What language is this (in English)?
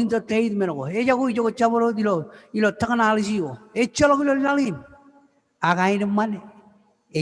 Marshallese